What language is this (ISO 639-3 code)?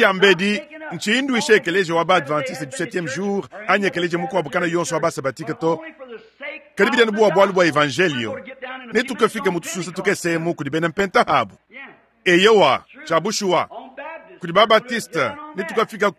lua